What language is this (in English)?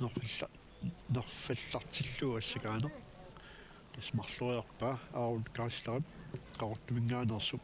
Kalaallisut